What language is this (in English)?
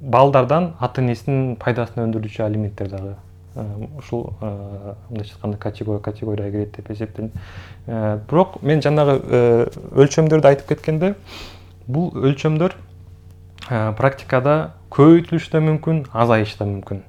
Kyrgyz